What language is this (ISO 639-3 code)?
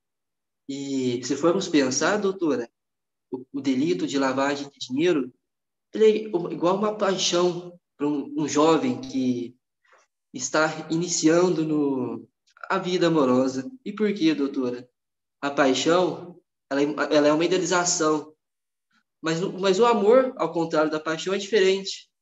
por